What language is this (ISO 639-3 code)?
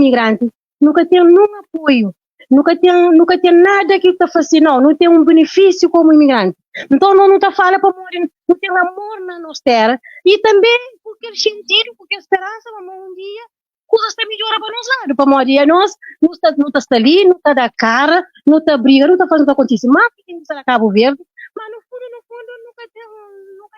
kea